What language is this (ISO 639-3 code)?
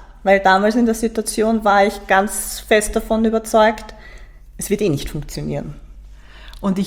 deu